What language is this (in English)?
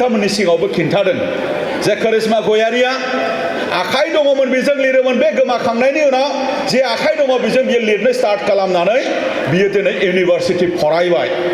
Bodo